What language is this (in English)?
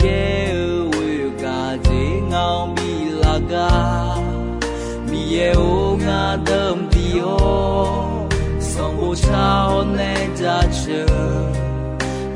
Akha